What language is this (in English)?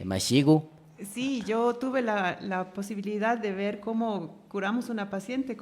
Imbabura Highland Quichua